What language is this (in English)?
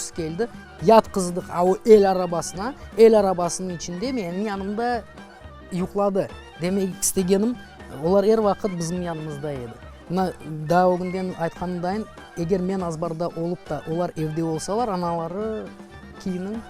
Crimean Tatar